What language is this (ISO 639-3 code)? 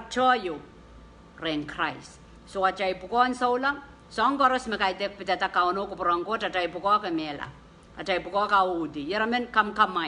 pon